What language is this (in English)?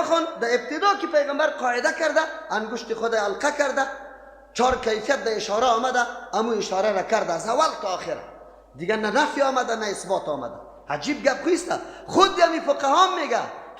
Persian